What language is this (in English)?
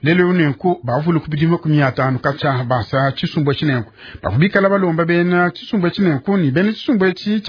Luba-Lulua